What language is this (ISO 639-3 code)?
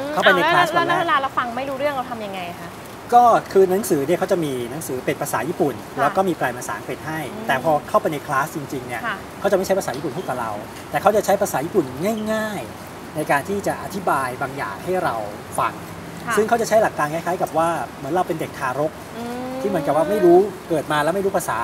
tha